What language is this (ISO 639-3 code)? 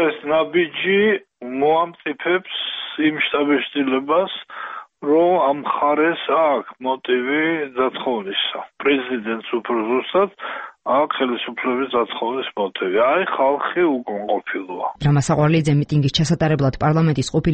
kat